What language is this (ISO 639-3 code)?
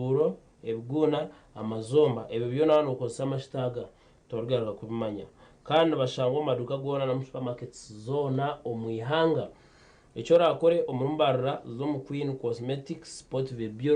nyn